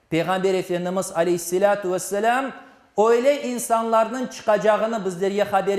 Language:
Crimean Tatar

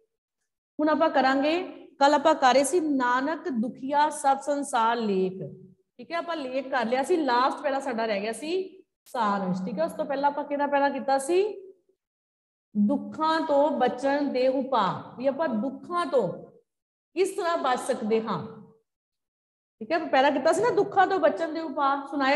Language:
Punjabi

